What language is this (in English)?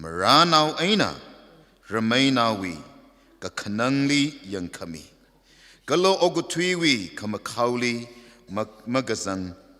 Tangkhul Naga (India)